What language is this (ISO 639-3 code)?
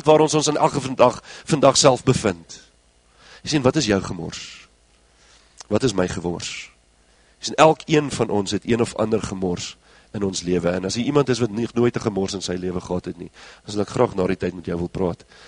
afr